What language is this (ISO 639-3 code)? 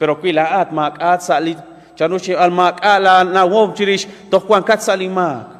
kek